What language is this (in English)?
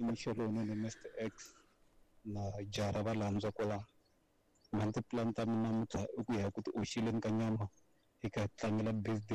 Tsonga